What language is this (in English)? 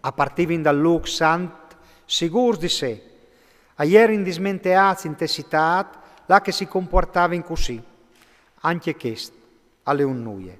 Friulian